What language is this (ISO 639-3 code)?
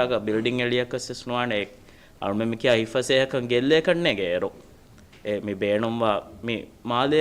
div